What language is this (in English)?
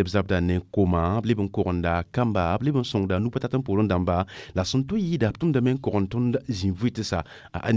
Mossi